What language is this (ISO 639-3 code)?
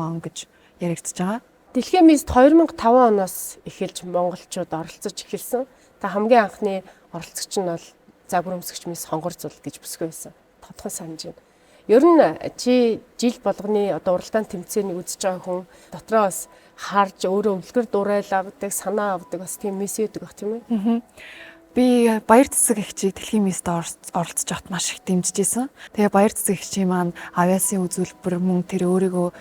mon